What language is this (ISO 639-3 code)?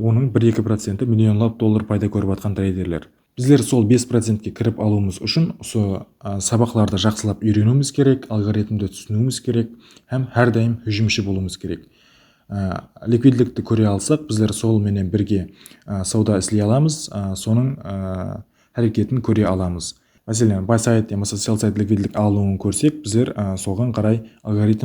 kaa